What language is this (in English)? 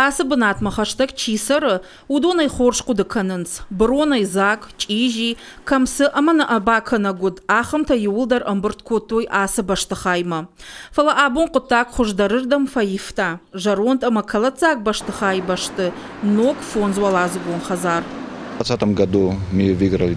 Ossetic